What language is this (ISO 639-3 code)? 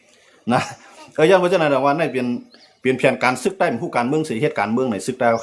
shn